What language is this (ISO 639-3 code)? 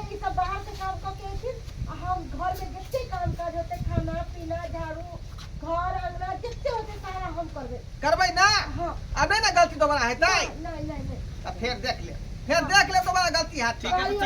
mai